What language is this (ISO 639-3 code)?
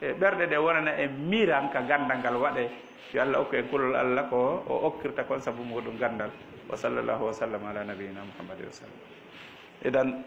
ful